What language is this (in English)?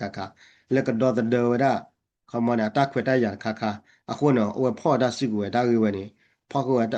S'gaw Karen